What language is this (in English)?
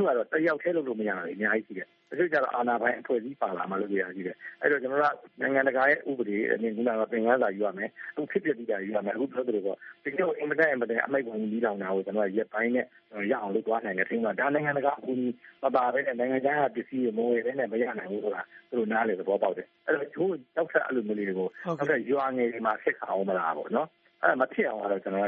Burmese